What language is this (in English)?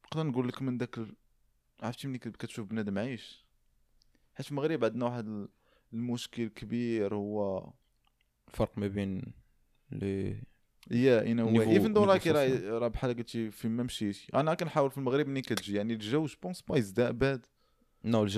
Moroccan Arabic